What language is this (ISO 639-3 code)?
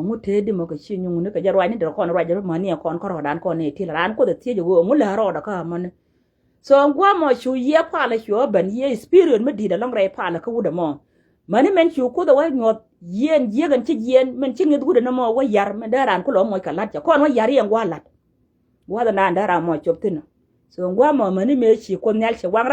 nus